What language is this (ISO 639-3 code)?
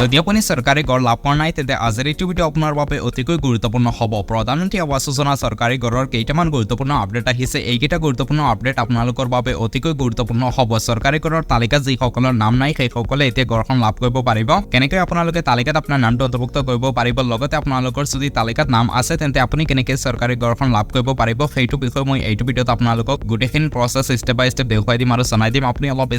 asm